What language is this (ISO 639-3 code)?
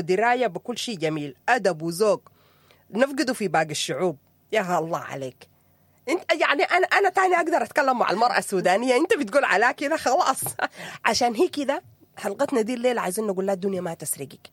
apd